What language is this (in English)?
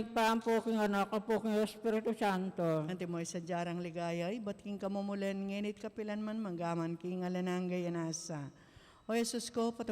Pampanga